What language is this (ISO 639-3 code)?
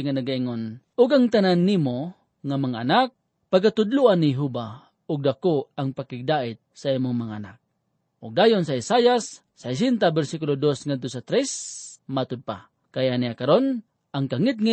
ceb